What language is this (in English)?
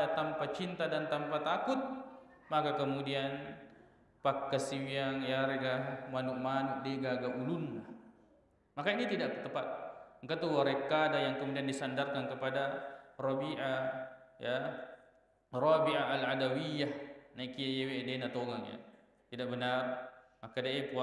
Buginese